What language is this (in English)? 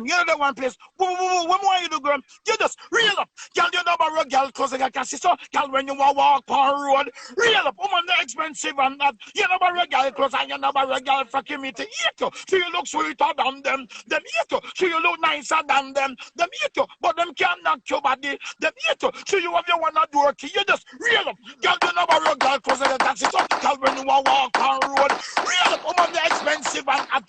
Jamaican Creole English